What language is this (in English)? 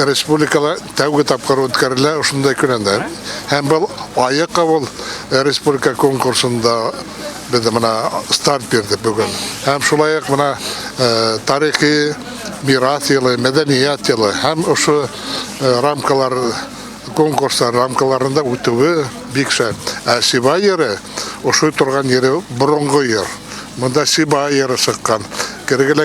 Bashkir